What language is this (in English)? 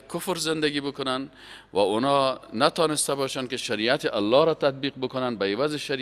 Persian